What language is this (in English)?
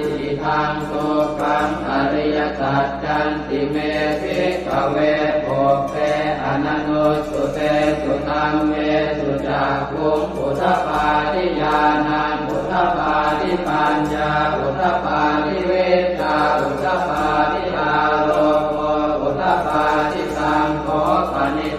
Pali